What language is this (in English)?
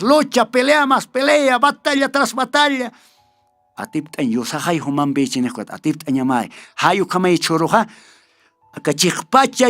Aymara